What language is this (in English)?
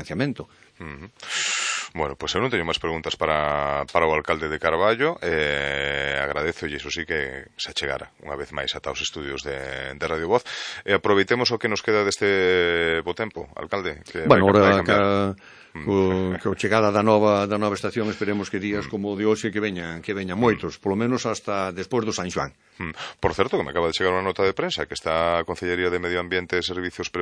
Galician